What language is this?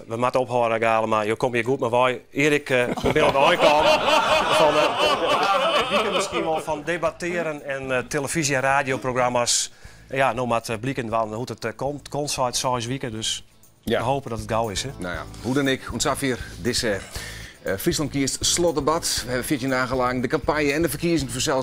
Western Frisian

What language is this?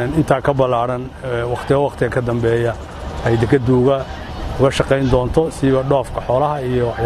Somali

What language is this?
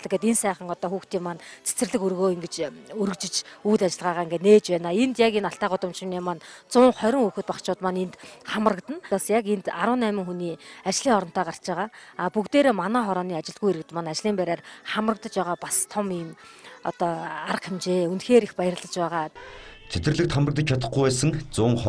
Mongolian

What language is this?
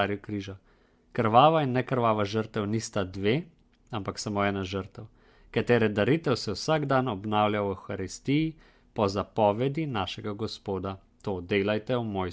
Slovenian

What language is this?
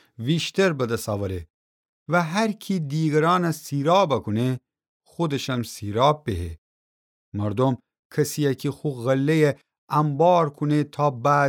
Gilaki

